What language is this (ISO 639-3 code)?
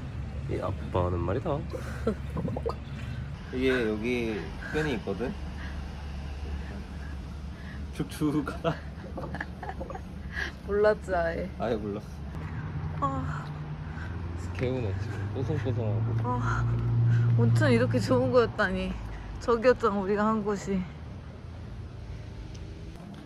kor